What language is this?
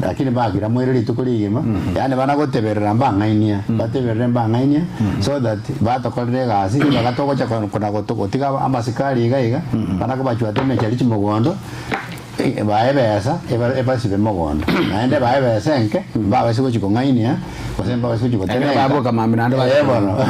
Gusii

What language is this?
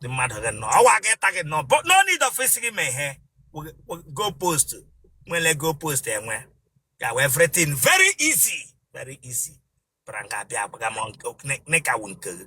Igbo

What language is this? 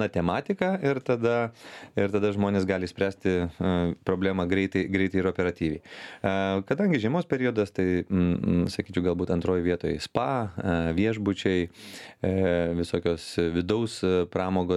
Lithuanian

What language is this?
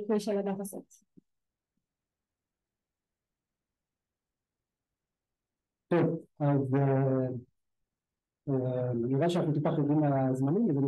Hebrew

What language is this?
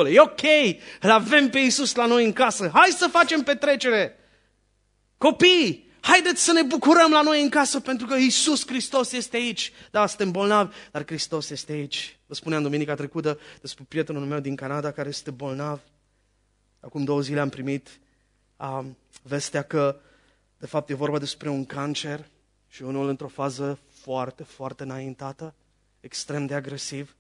Romanian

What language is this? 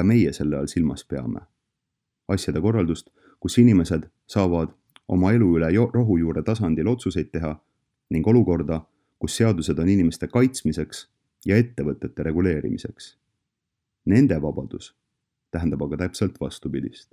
Estonian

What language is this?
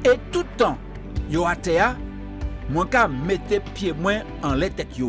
Guadeloupean Creole French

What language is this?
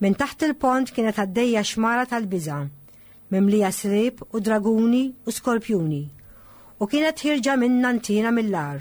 Maltese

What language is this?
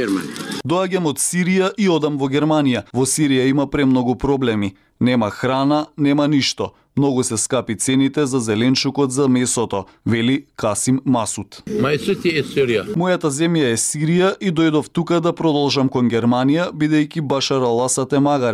Macedonian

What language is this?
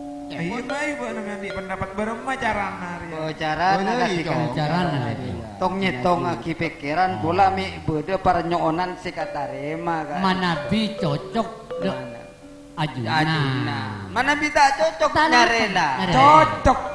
Madurese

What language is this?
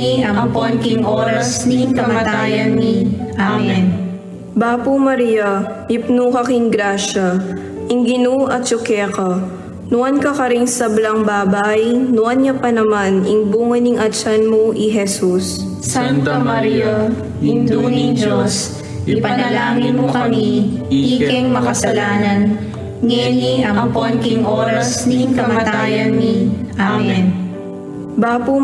Pampanga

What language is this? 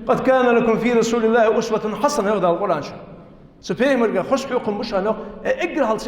Ingush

